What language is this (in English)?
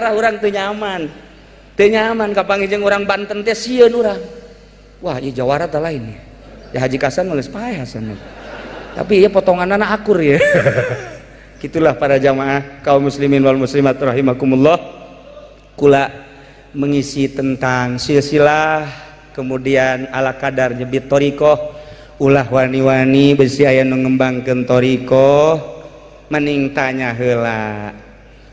Sundanese